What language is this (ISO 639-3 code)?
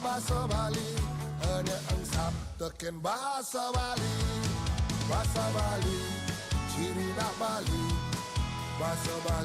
ban